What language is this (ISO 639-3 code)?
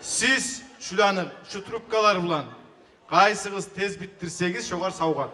kum